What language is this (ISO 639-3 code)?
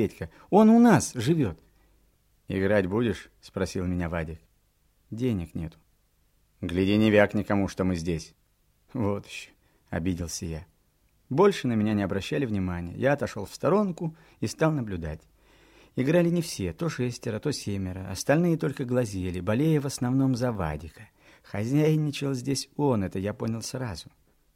rus